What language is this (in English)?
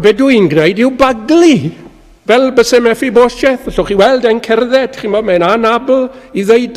Welsh